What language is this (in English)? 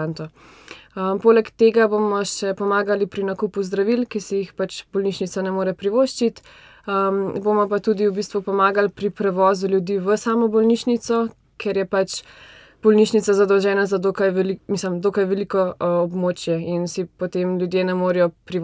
Slovenian